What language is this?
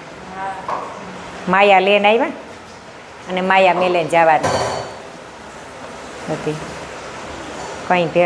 Gujarati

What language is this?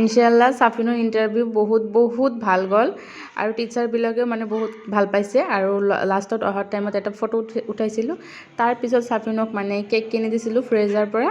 Assamese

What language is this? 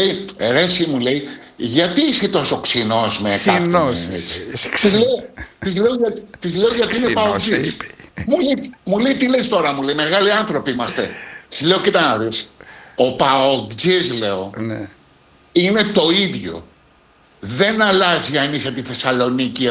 Greek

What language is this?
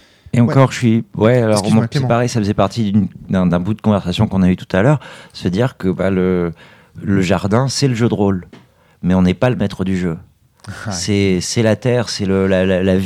French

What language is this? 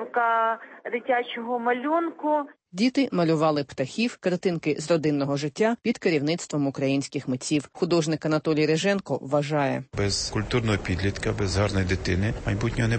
Ukrainian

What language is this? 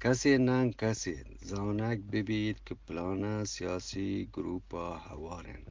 Eastern Balochi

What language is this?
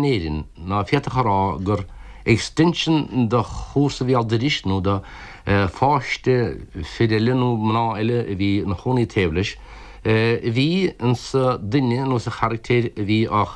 Irish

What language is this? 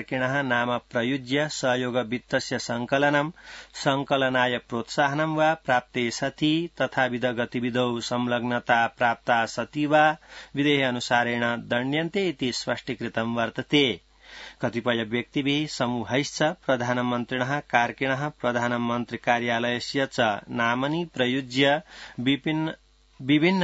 Sanskrit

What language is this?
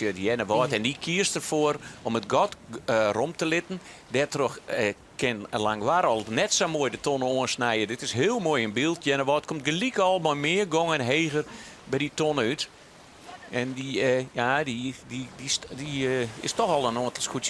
Western Frisian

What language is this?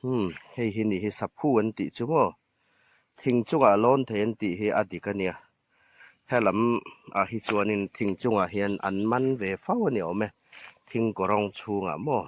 Hmar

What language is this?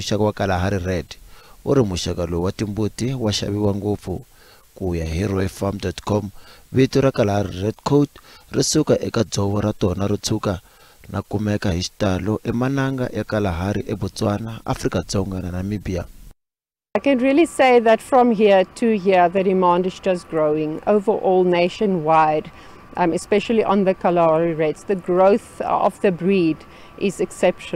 Tsonga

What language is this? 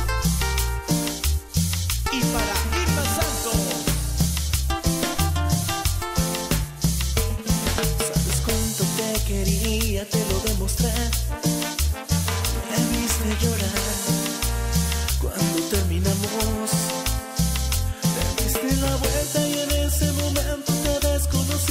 Spanish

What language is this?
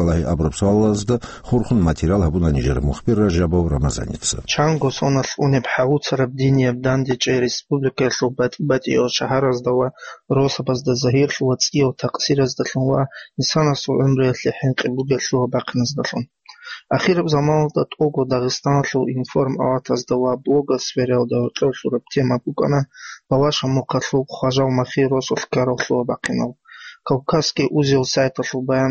Avaric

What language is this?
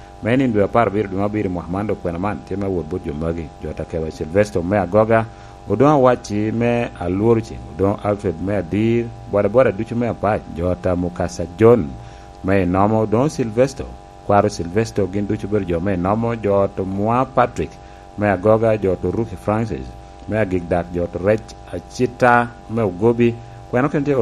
Lango (Uganda)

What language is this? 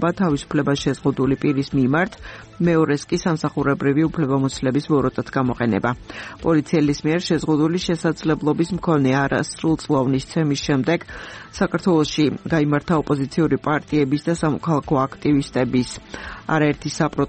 Georgian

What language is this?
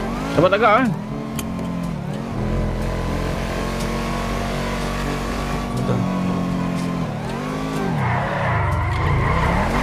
Malay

